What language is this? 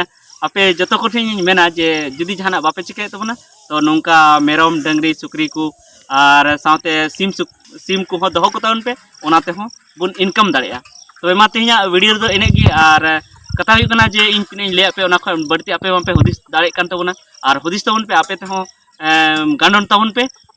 Santali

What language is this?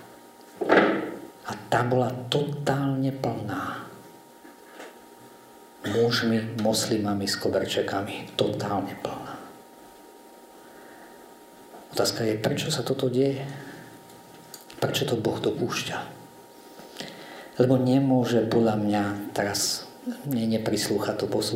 Slovak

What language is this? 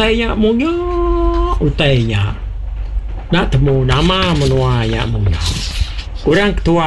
Iban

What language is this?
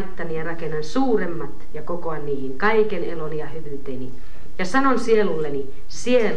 Finnish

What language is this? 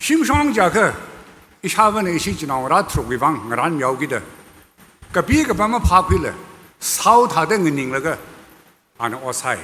Tangkhul Naga (India)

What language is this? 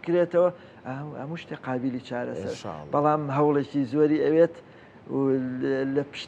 Central Kurdish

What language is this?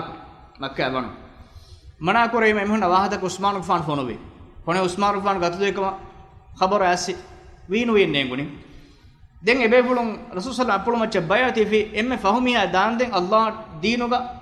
Divehi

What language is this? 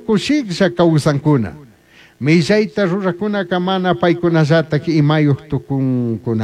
Chimborazo Highland Quichua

